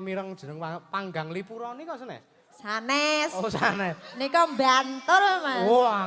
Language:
Javanese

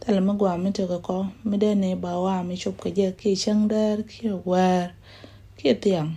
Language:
Nuer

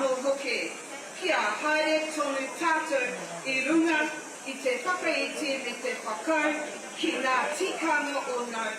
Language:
Māori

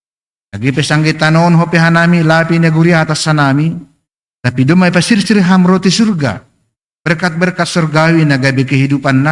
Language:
Batak Simalungun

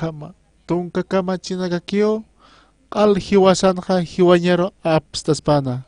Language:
Aymara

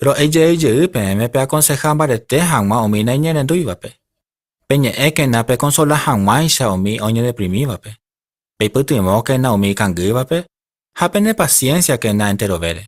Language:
Guarani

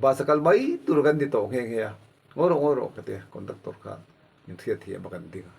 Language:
Mizo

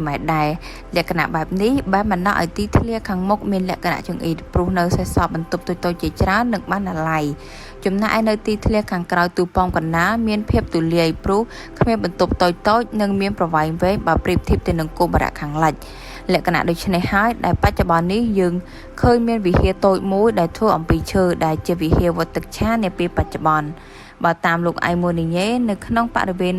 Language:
Khmer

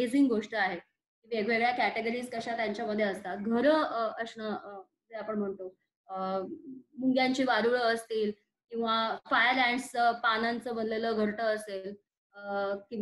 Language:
Marathi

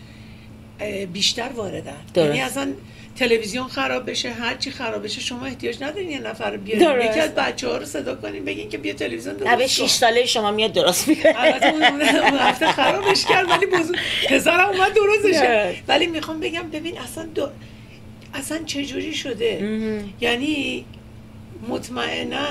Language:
Persian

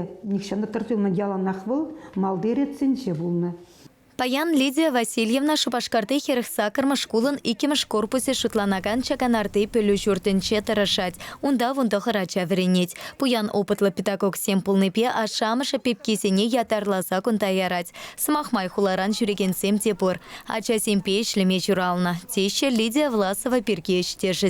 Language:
Chuvash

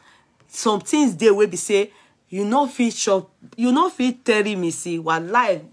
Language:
Nigerian Pidgin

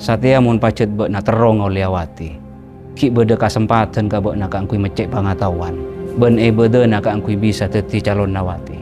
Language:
Madurese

